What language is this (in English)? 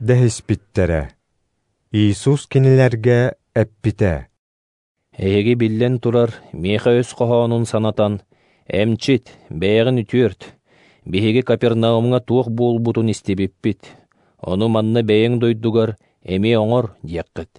Yakut